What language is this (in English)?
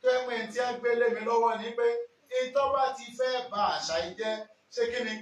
Yoruba